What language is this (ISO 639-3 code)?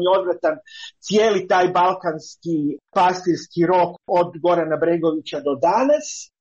hrv